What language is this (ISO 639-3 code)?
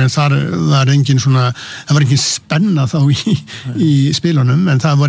isl